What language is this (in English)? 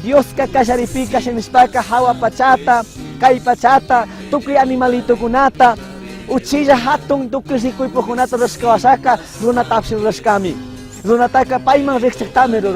Chimborazo Highland Quichua